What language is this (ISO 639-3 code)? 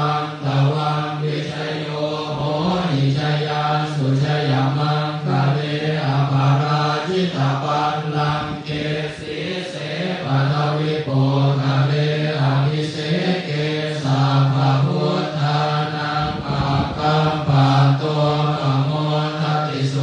pli